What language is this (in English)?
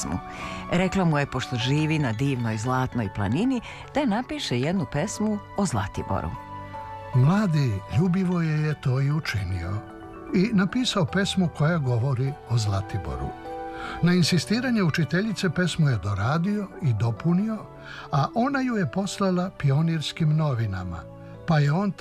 Serbian